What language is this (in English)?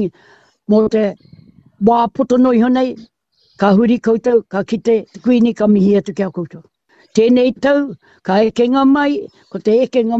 Māori